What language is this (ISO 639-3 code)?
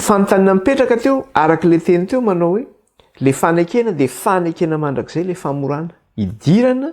mlg